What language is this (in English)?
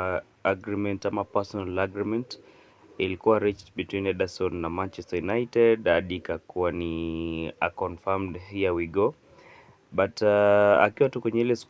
Swahili